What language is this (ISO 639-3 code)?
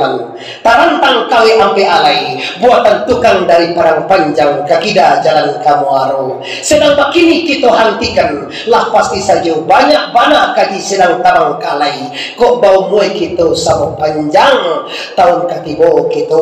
min